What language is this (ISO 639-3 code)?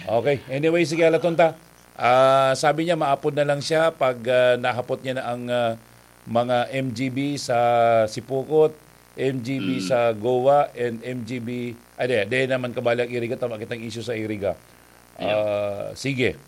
bik